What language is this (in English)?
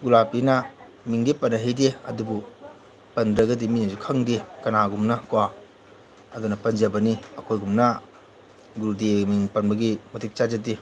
Manipuri